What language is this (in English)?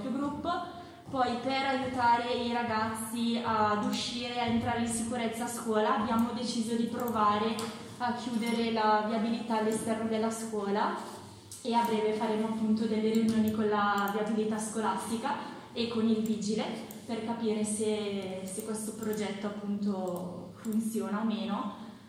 Italian